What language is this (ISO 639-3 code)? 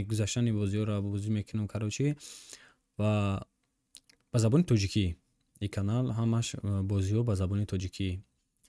tgk